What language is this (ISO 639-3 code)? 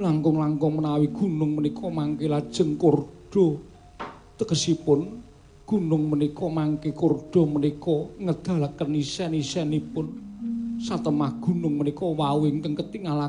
jav